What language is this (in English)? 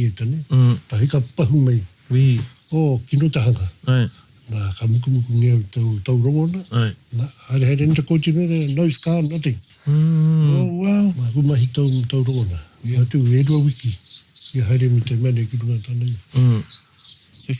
Māori